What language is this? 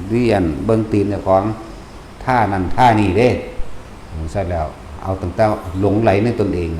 Lao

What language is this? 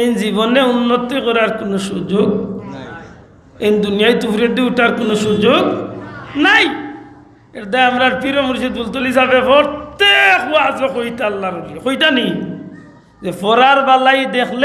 Sylheti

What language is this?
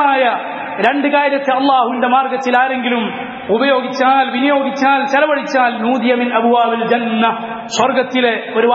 Malayalam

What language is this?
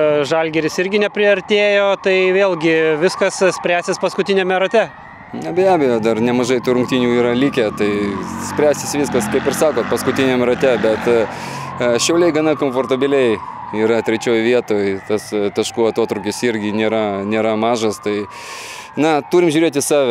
Lithuanian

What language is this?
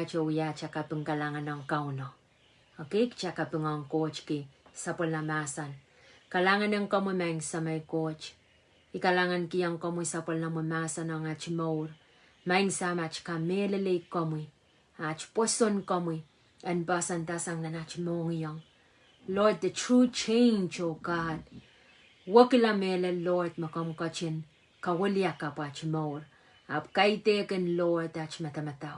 Pohnpeian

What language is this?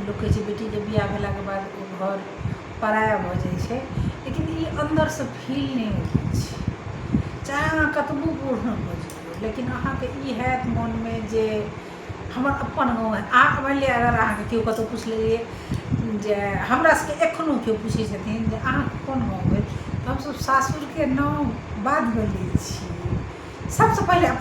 Maithili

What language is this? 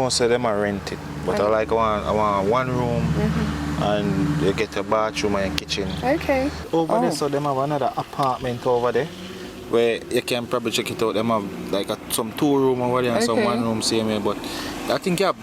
Jamaican Creole English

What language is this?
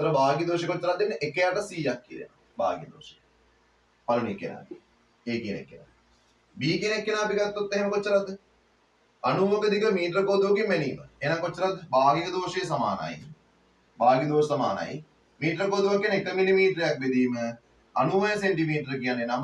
Sinhala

